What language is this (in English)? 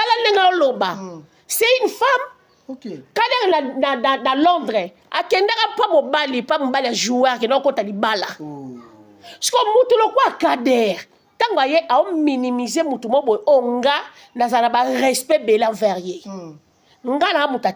Lingala